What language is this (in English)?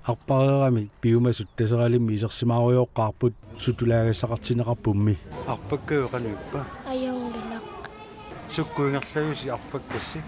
Kalaallisut